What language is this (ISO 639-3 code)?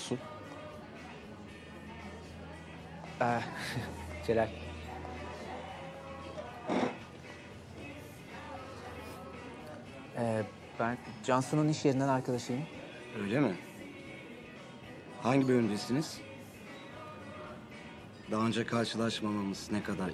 tur